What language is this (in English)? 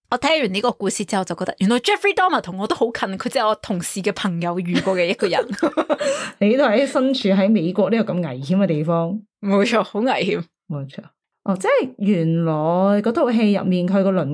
Cantonese